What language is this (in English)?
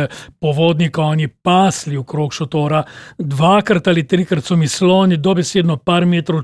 Slovenian